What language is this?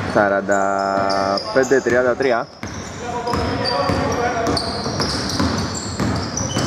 Greek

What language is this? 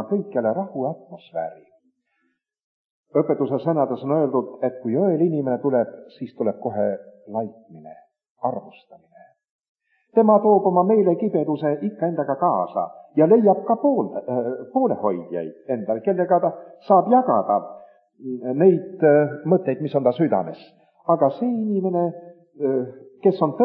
Estonian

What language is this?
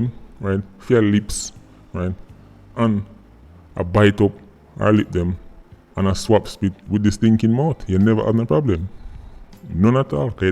Jamaican Creole English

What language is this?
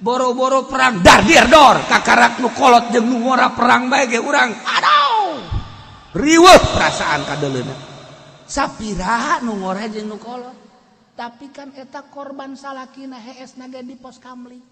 Sundanese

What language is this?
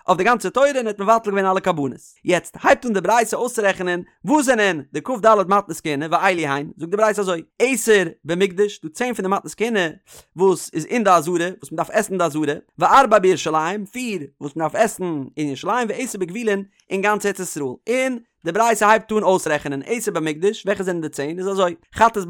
Yiddish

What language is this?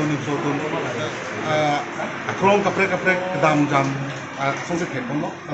Karbi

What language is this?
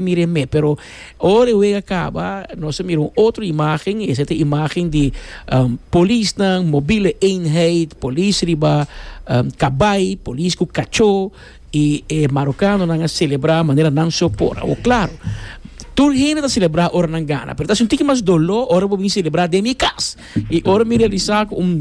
Papiamento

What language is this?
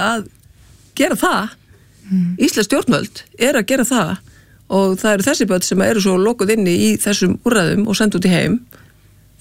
Icelandic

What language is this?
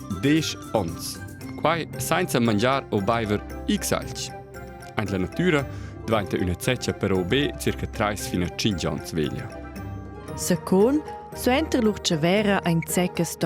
Romansh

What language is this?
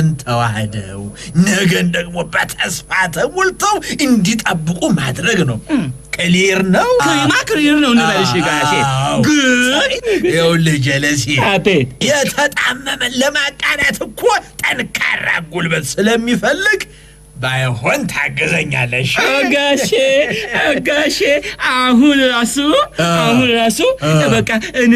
Amharic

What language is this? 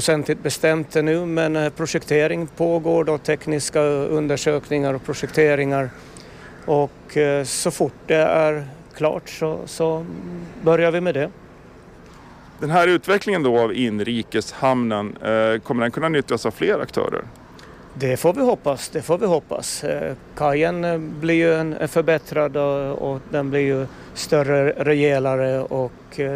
Swedish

